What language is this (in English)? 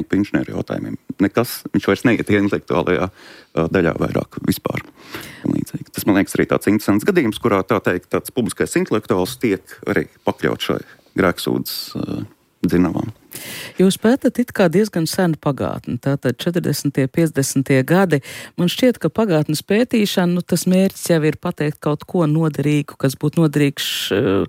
Latvian